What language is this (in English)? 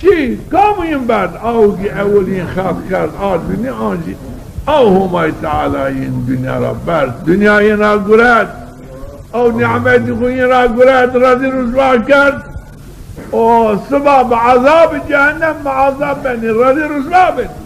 Zaza